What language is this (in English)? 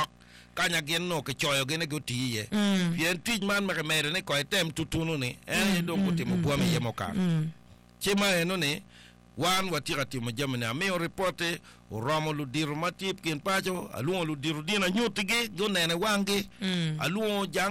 Acoli